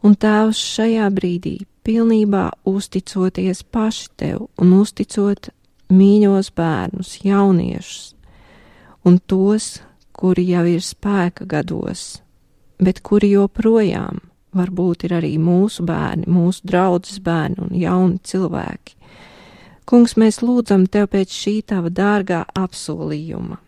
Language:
Latvian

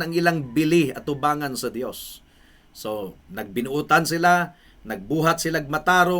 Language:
Cebuano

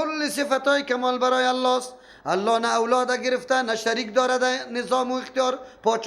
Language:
Persian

